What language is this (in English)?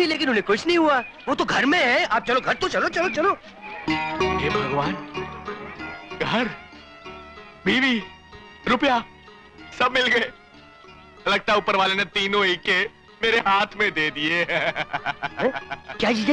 Hindi